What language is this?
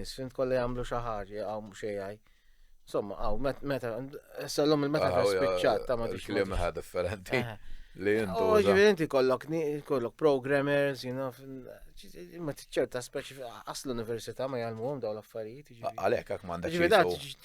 Maltese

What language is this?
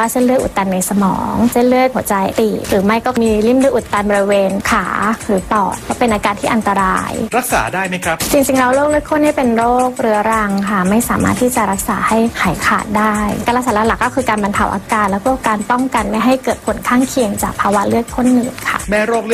Thai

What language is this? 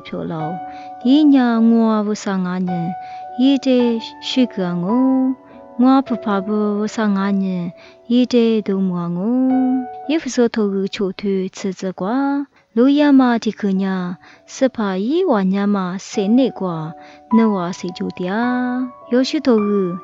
Lisu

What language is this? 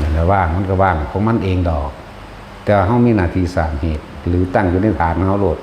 Northeastern Thai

